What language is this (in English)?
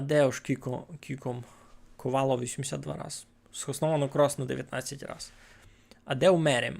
Rusyn